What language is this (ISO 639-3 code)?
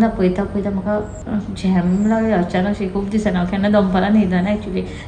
kok